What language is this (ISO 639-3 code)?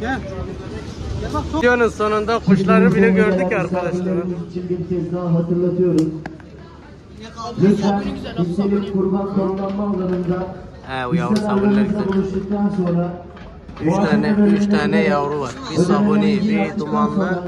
tur